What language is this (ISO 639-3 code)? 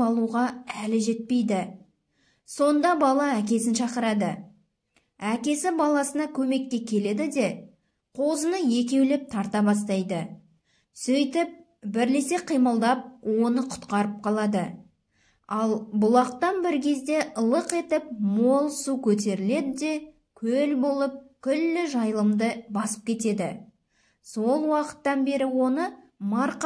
kaz